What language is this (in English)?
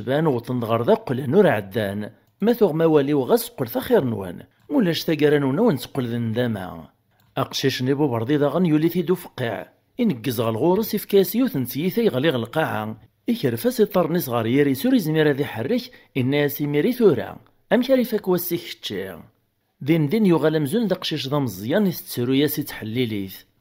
Kabyle